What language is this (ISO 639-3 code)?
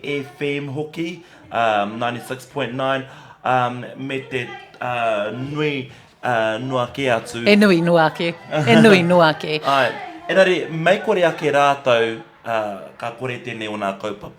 mri